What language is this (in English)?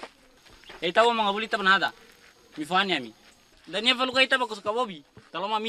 Nias